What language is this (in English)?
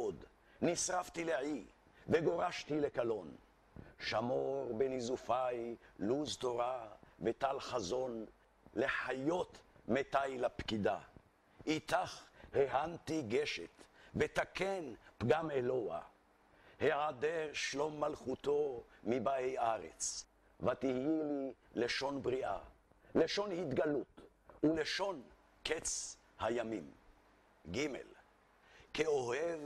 Hebrew